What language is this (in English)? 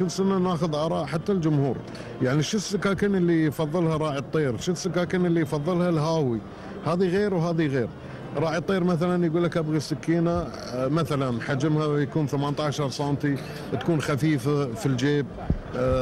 Gulf Arabic